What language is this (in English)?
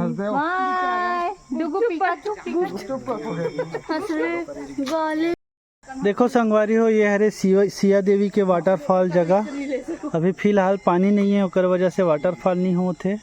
Chhattisgarhi